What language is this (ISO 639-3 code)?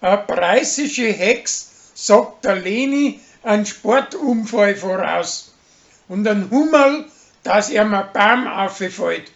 bar